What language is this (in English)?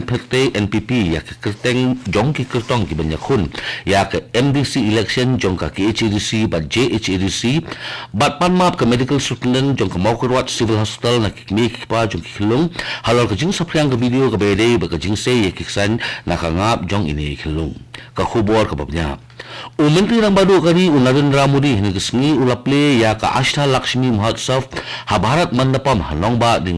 Khasi